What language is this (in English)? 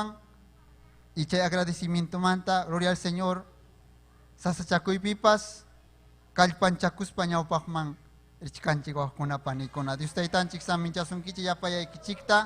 Ayacucho Quechua